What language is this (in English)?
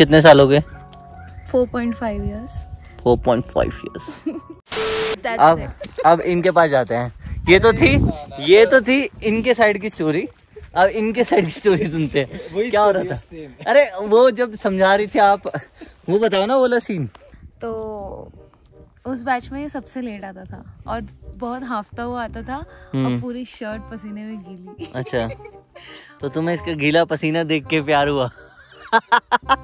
Hindi